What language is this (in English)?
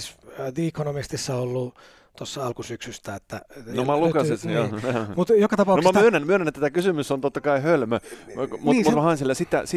Finnish